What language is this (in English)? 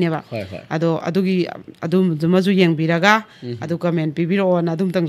Manipuri